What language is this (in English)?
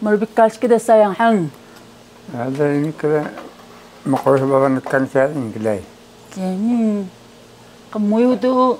Taroko